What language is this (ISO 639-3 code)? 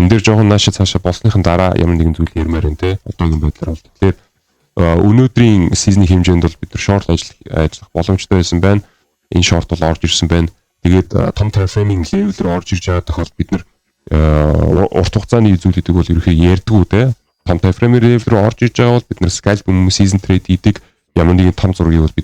mon